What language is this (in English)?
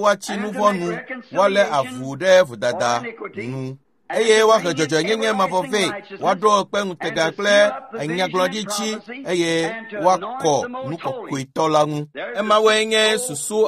Ewe